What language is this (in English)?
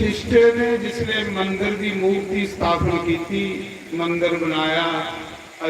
Dogri